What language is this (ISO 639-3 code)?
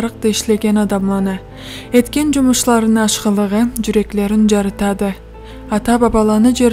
krc